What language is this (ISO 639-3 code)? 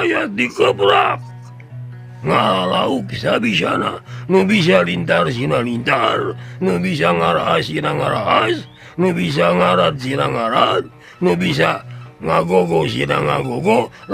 sun